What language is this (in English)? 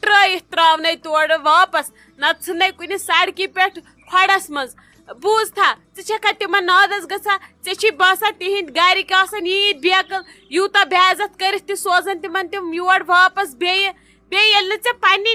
Kashmiri